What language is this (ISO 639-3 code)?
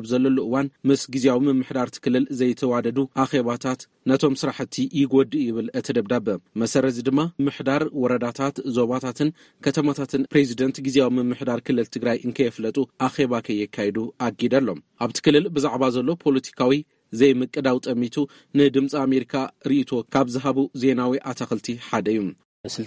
tir